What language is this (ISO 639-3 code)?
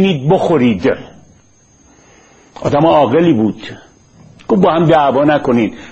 fas